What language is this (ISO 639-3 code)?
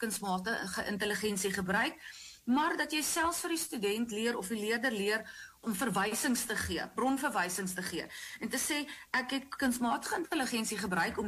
afr